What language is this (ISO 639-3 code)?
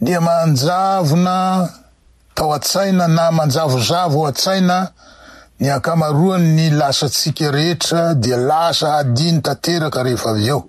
mlg